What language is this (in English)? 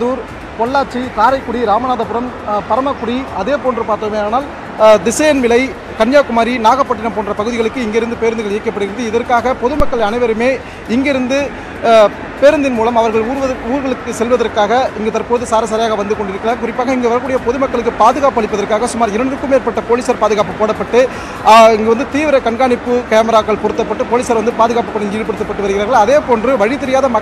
Tamil